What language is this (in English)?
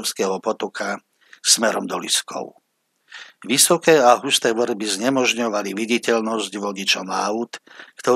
Slovak